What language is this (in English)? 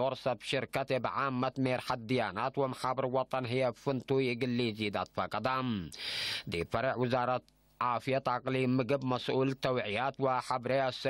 Tigre